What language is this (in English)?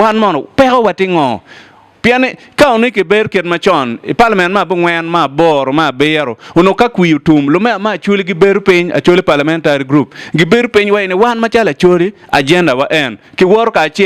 Acoli